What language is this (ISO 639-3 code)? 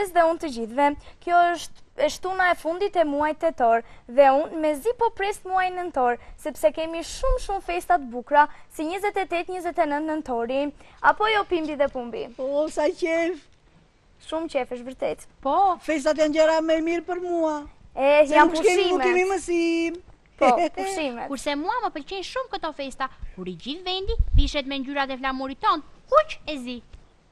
sqi